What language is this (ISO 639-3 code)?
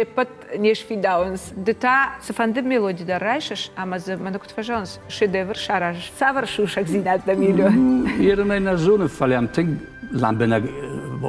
oss